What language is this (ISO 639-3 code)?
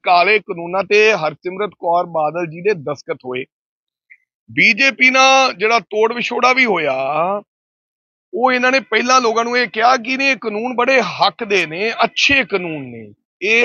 pan